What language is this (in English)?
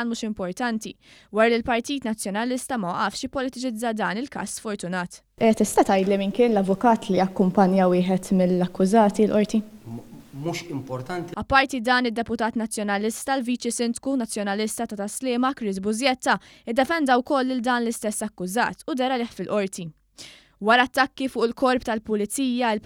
Maltese